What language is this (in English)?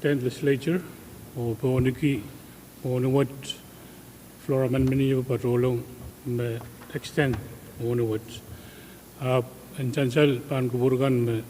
Pohnpeian